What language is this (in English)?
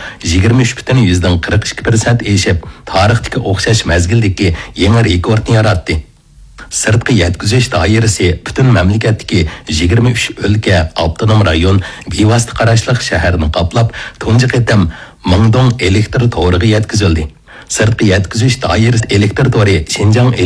Uyghur